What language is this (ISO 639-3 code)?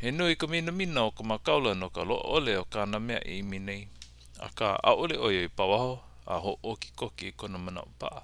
haw